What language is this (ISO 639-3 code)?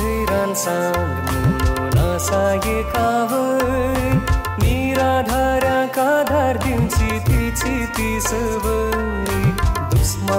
kok